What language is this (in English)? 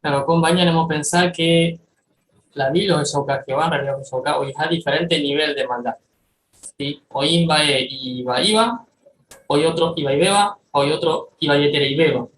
Guarani